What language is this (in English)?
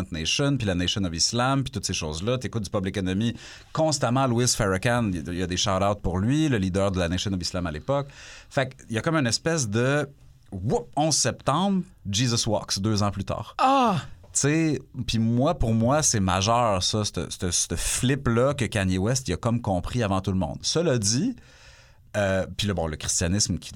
French